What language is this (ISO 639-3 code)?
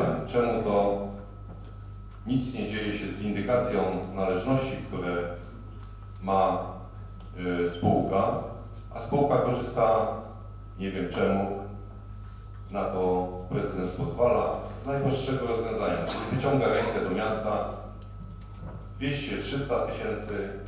pol